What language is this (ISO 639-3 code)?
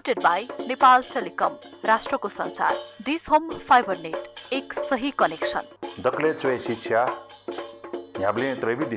new